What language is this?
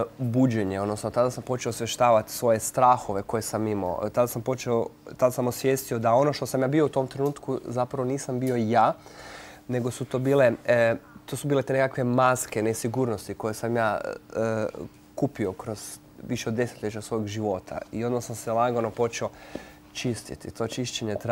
Croatian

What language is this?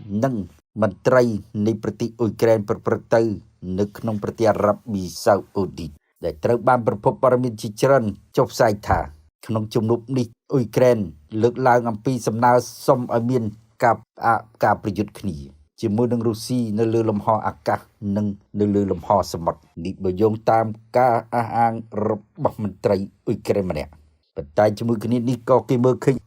Khmer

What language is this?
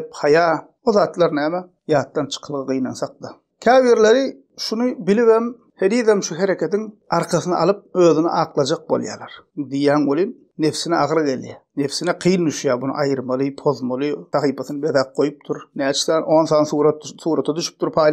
Turkmen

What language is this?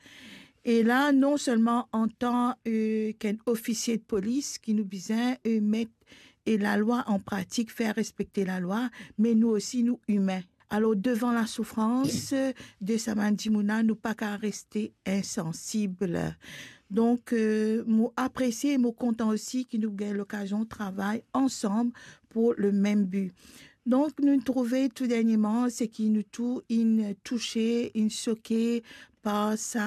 Morisyen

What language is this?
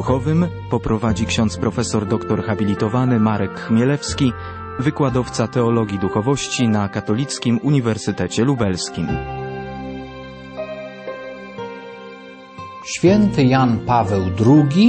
Polish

